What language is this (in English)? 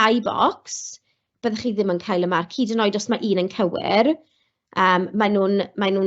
Welsh